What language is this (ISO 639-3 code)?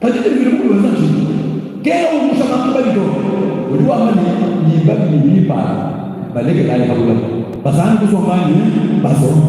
lua